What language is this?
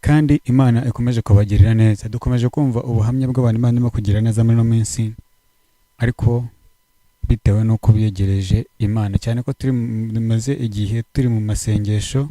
Kinyarwanda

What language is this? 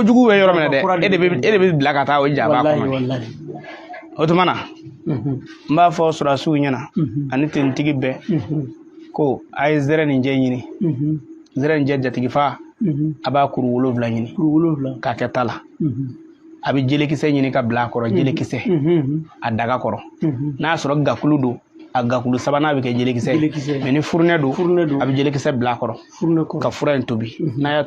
Bambara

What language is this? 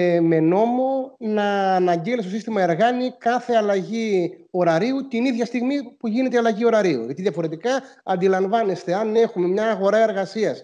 Greek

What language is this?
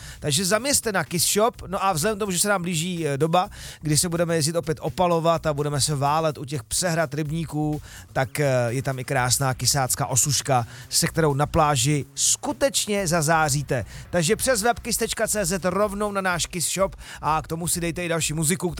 Czech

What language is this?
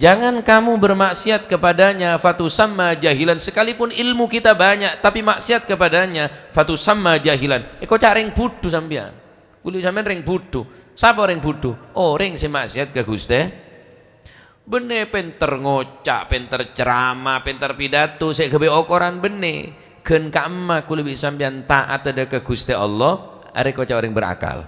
Madurese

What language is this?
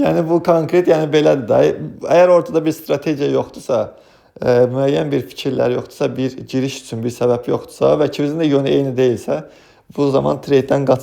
Azerbaijani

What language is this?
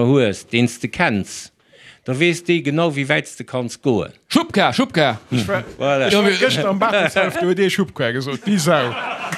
Luxembourgish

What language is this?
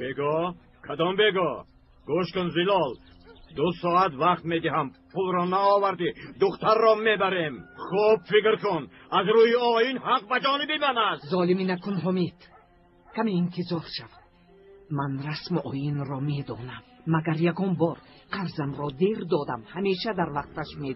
Tajik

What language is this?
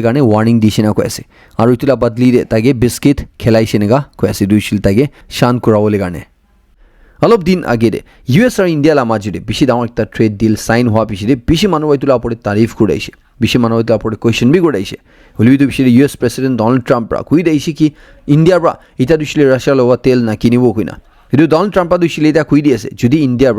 Naga Pidgin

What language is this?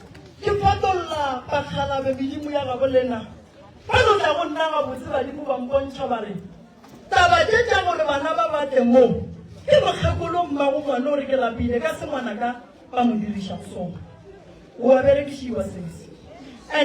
Northern Sotho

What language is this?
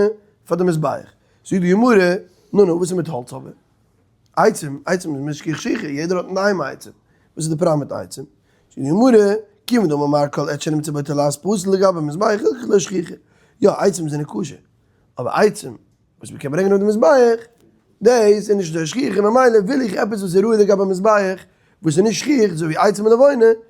Yiddish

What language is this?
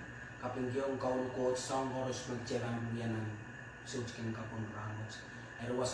Pohnpeian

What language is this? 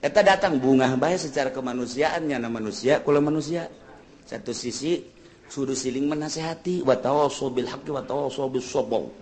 Sundanese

